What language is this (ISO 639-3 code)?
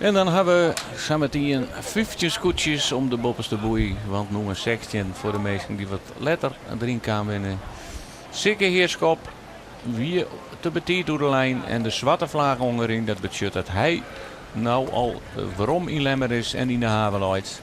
fry